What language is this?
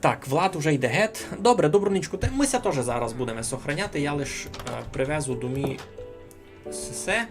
Rusyn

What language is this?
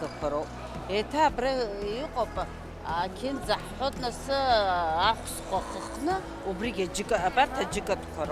Abkhazian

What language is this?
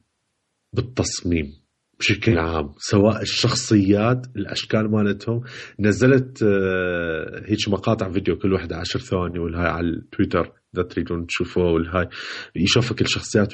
Mesopotamian Arabic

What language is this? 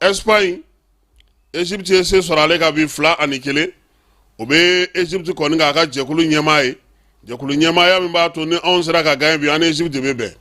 Bambara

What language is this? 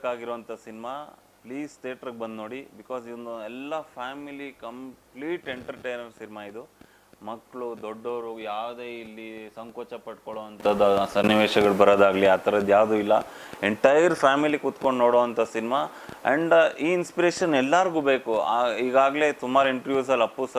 Kannada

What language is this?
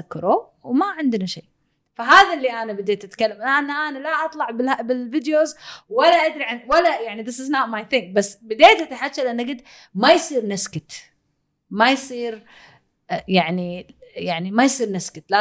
Gulf Arabic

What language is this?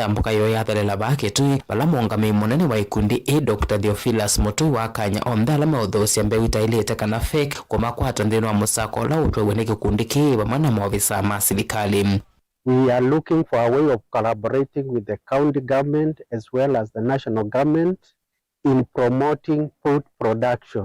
Kamba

